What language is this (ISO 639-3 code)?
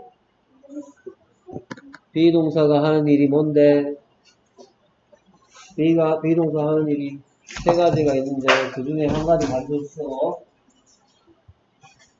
kor